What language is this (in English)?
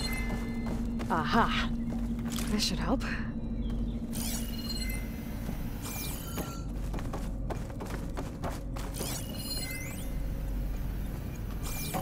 English